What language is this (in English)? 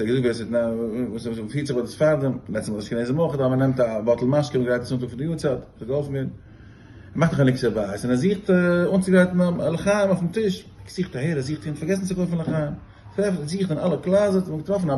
Yiddish